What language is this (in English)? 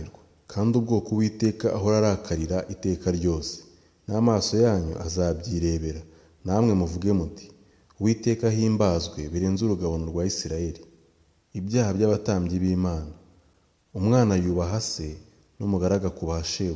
Kinyarwanda